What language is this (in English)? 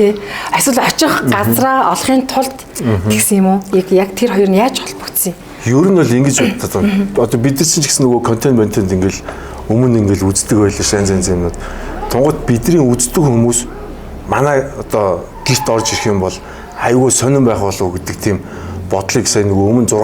Mongolian